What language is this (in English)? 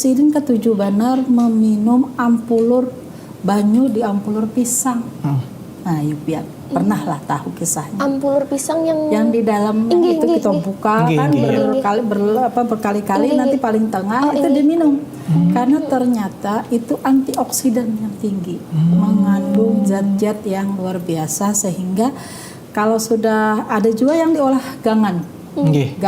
Banjar